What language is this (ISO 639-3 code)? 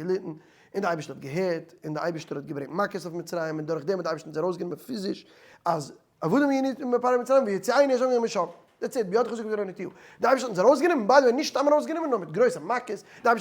yid